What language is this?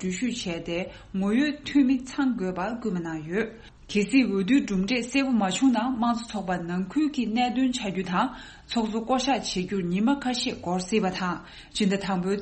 Tibetan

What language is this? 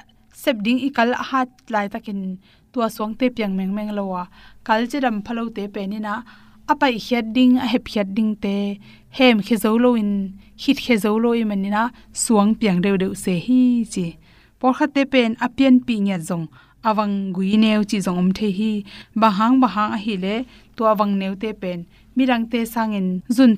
Tedim Chin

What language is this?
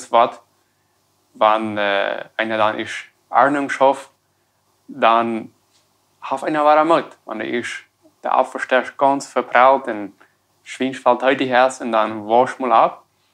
Plautdietsch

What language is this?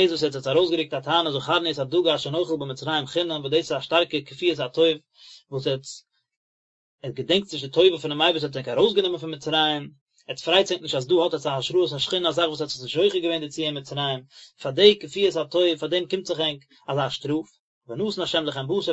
Yiddish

